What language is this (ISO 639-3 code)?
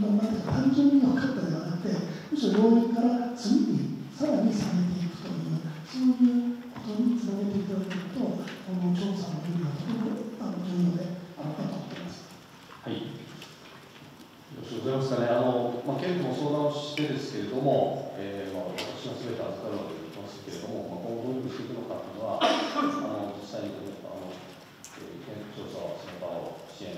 jpn